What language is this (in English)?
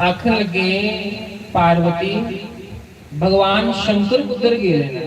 Dogri